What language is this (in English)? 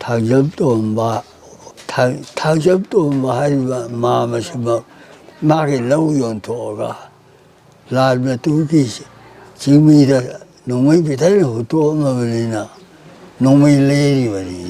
Manipuri